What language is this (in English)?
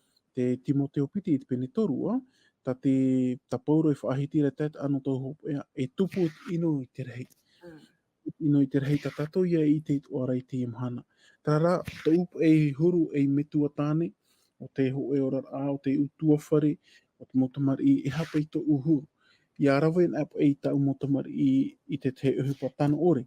Tahitian